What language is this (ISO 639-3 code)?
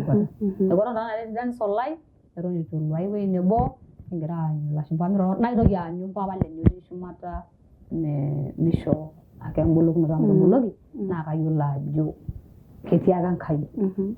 mas